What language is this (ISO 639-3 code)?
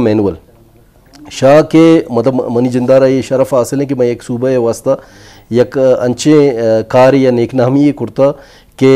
bgp